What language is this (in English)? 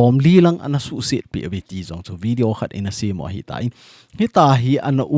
Thado Chin